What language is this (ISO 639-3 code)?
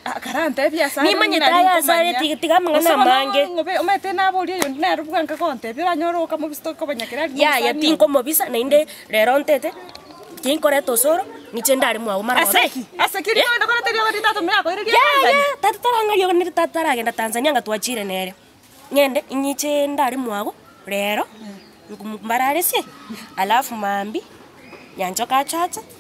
guz